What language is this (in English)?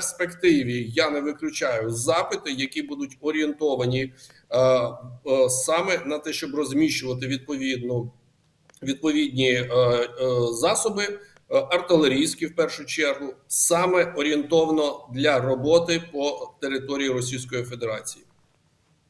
Ukrainian